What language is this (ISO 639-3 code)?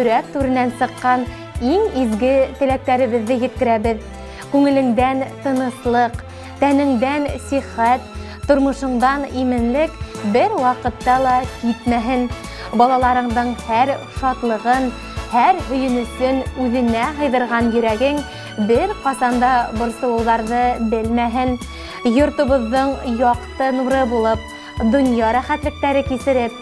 bak